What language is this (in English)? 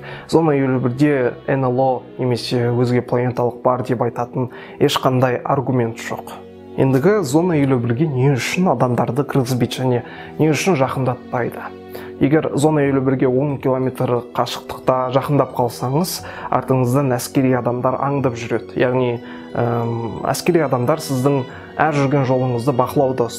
Kazakh